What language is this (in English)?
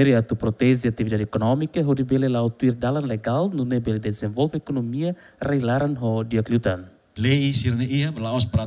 Tetum